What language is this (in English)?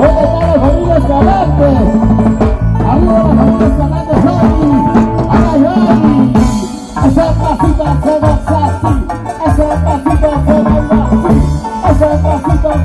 Spanish